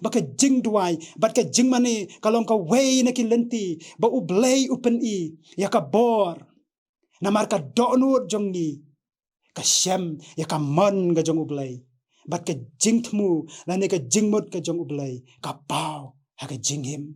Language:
Khasi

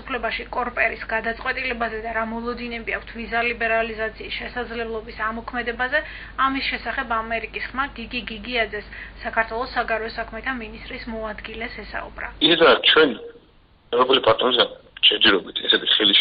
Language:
Georgian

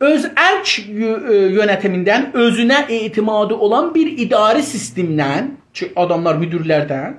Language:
South Azerbaijani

